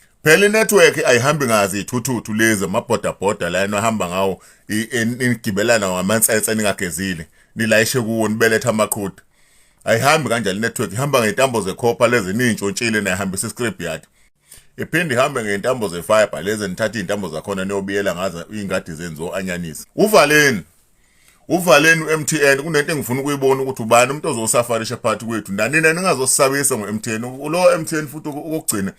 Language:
Zulu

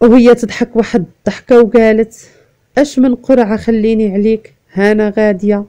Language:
Moroccan Arabic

